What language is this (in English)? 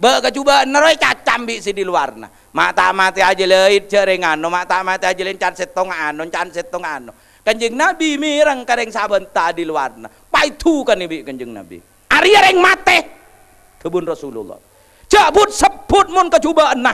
Madurese